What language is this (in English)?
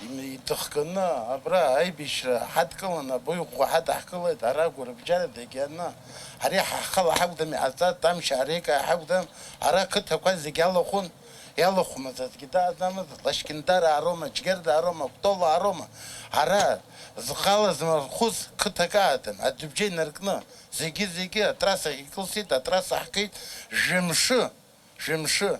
Abkhazian